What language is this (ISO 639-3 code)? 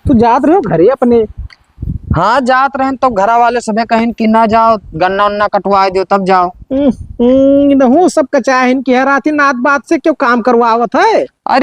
awa